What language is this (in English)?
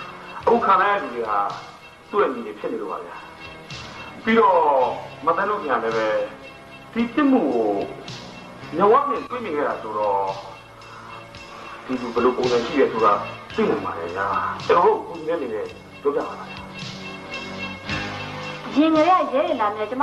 Burmese